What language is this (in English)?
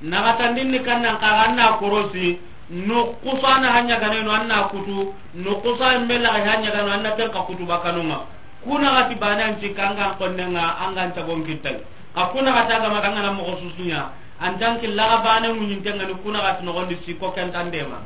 Soninke